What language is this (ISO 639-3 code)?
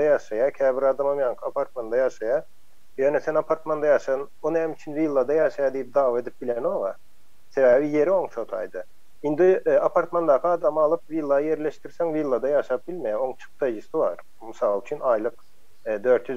tuk